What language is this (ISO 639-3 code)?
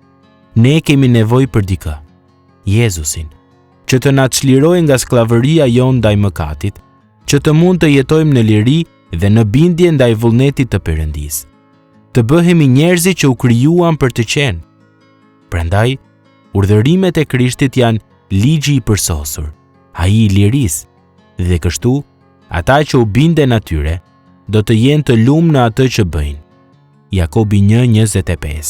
sqi